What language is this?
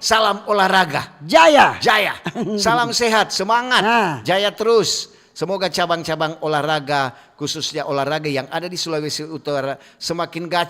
Manado Malay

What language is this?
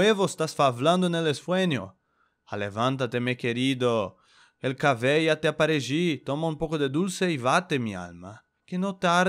Ladino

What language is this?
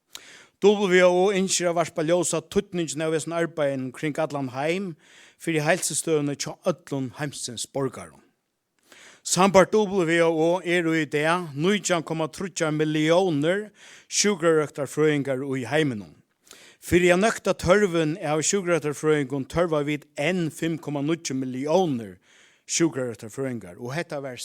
Faroese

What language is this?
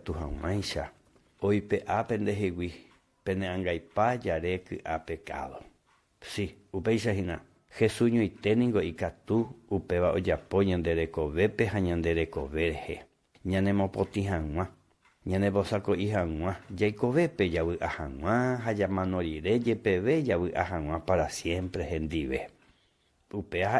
Guarani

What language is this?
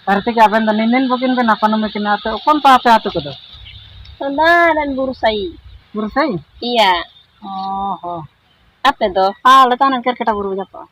Ho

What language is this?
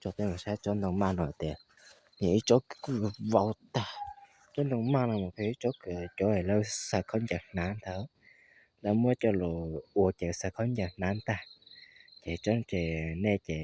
Hmong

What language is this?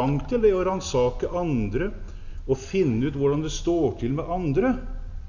Norwegian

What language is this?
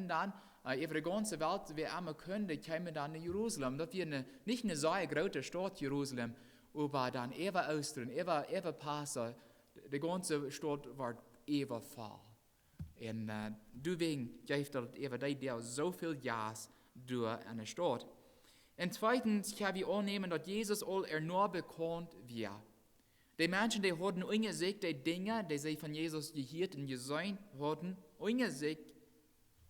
Plautdietsch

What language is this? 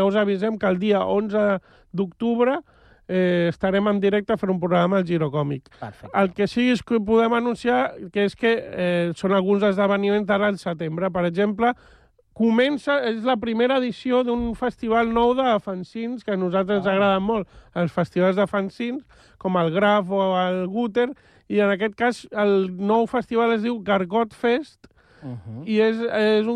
Catalan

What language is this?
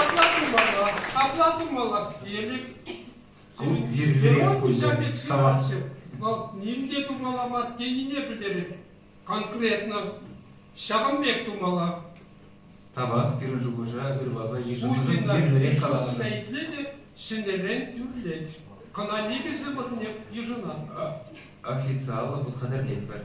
Chuvash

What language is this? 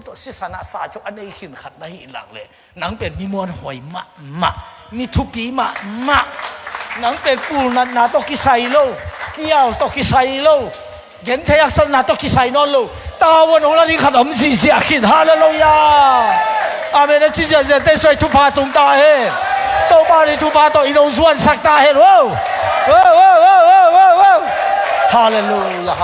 Tedim Chin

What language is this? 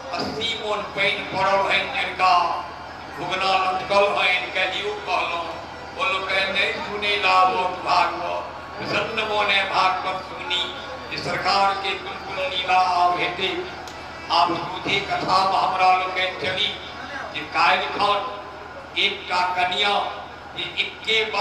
Maithili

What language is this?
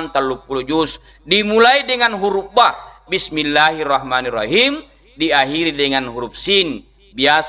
Buginese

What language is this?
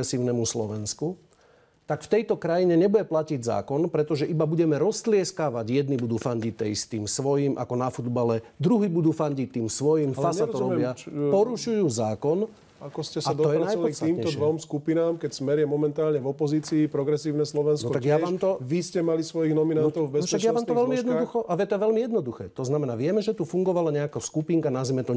Slovak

